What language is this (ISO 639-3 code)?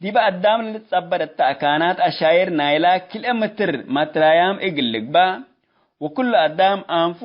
tig